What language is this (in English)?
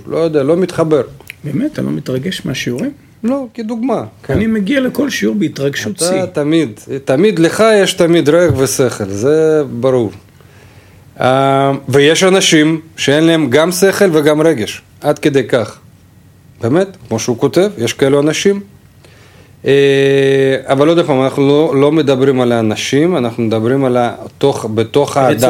Hebrew